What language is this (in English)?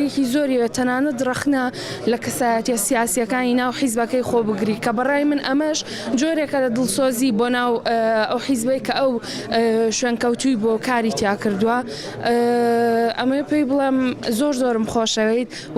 Central Kurdish